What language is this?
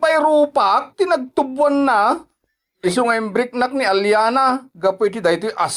Iloko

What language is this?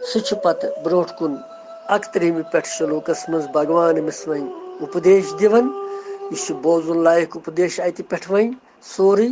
Kashmiri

